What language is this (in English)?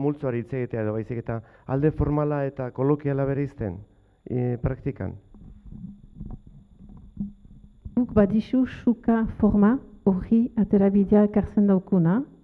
Basque